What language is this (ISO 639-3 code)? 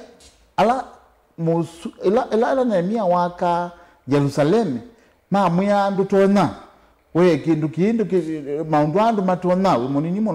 kam